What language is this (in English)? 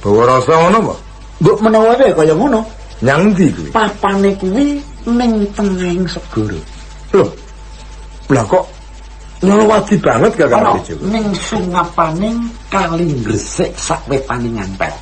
Javanese